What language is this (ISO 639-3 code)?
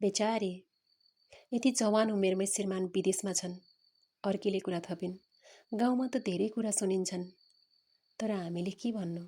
nep